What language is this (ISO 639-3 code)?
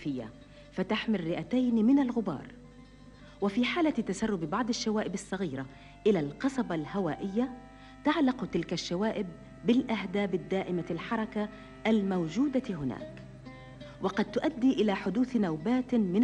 ara